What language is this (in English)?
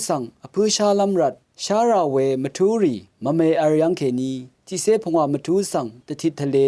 Rawang